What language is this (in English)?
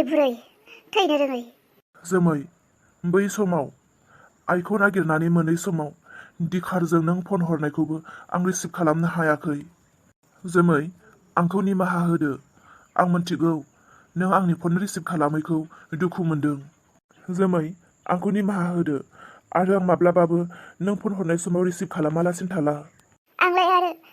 Bodo